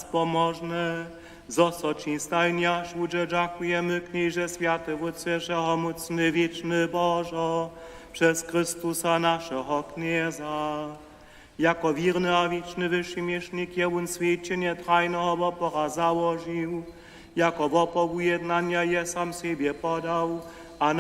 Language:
Upper Sorbian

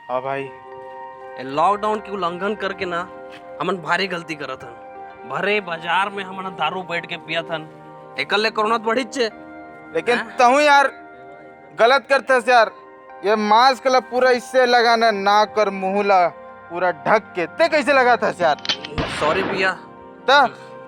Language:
Chhattisgarhi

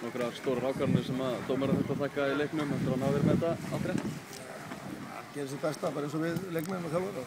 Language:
Icelandic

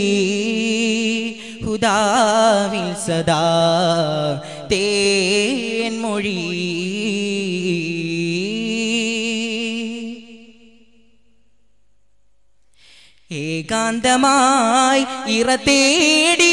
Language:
Malayalam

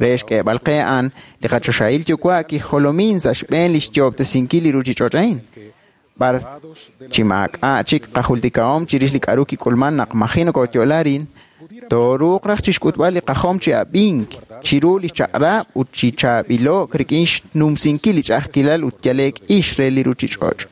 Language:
Kekchí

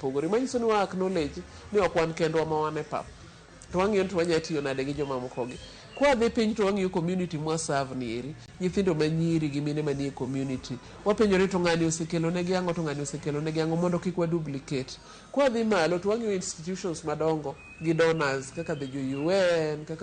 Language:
Luo (Kenya and Tanzania)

